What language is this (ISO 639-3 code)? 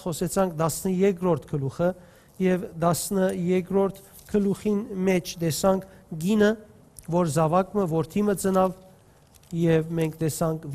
hyw